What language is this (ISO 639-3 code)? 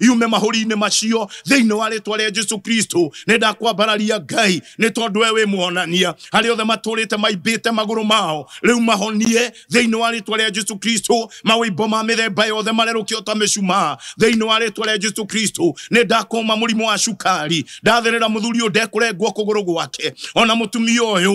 kik